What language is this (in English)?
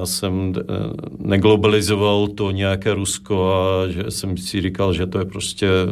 Czech